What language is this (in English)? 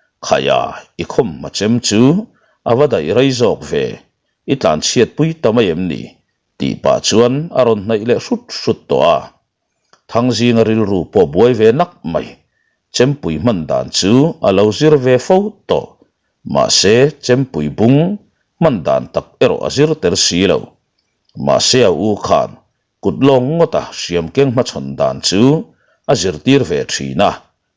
Mizo